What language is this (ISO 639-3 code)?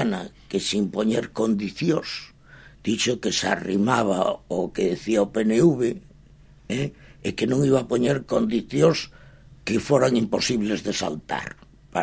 glg